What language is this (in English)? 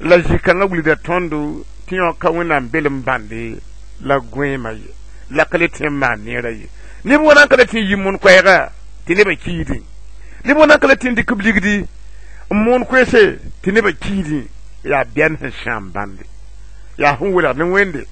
Mossi